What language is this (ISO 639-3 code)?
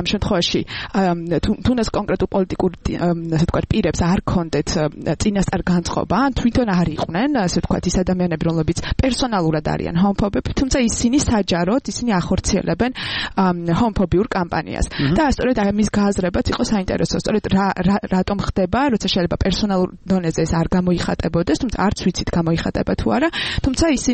kat